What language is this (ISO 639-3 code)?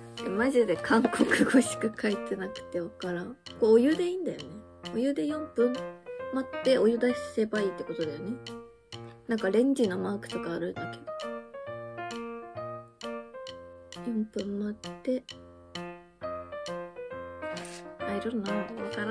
jpn